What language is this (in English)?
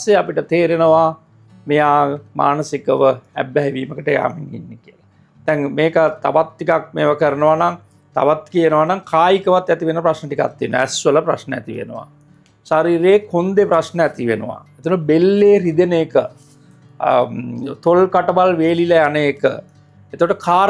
Sinhala